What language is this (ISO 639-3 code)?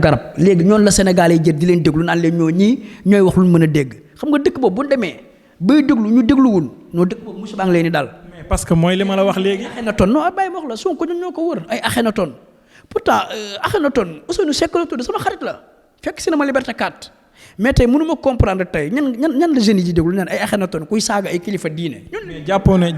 wol